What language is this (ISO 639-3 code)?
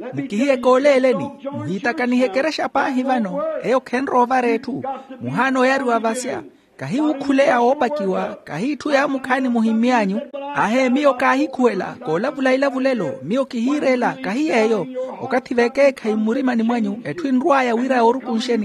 vmw